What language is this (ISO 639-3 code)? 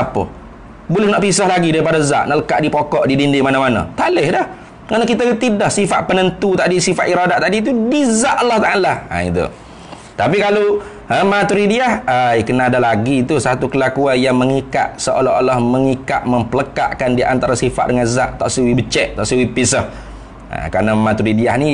msa